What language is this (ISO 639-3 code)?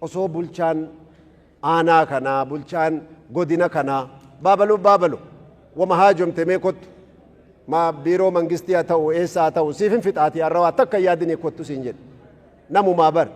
orm